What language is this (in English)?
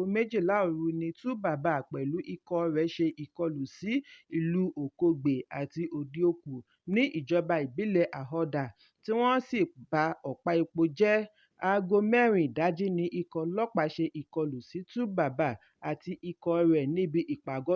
Yoruba